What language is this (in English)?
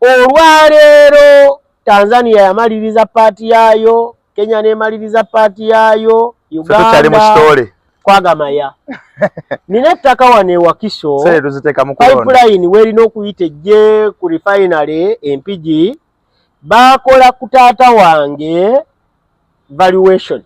Ganda